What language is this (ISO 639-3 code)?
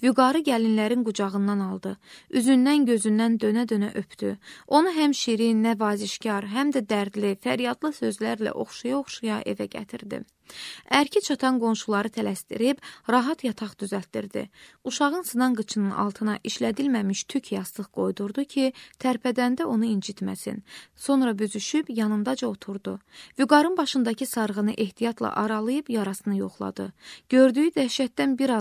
aze